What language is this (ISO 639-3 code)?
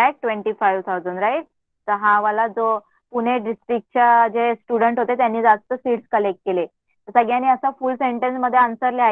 mar